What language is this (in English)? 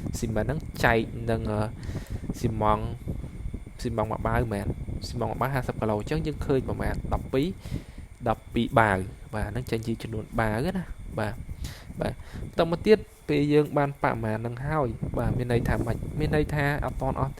Khmer